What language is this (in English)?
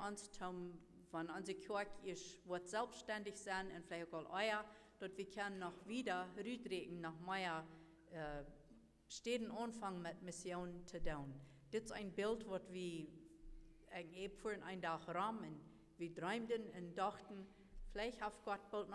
Plautdietsch